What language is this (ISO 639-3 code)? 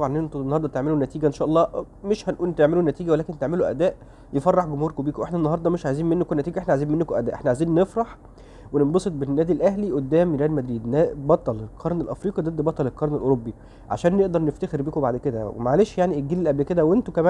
arz